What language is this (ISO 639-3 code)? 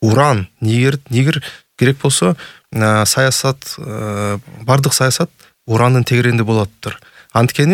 kir